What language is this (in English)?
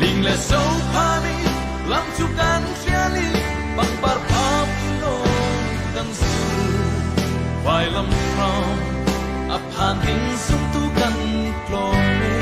Hakha Chin